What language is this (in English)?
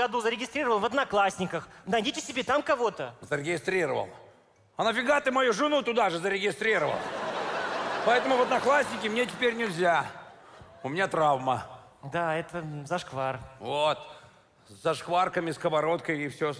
Russian